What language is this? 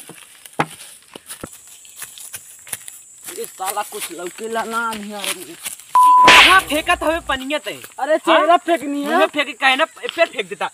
Bhojpuri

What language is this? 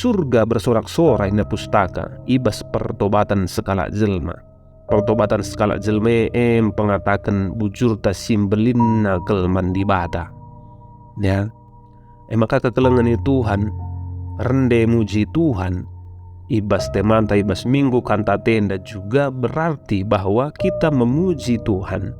Batak Karo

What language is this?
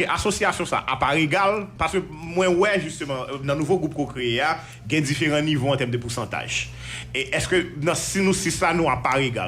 Haitian Creole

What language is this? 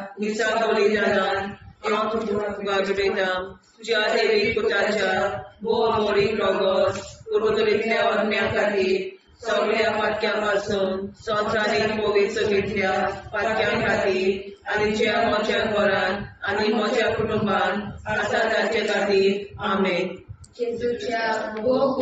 Konkani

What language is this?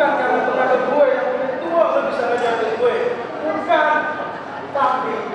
Betawi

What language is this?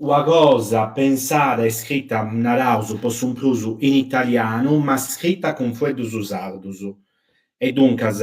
Sardinian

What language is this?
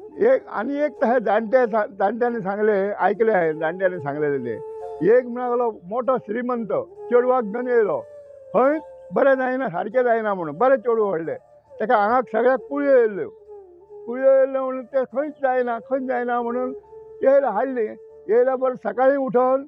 Konkani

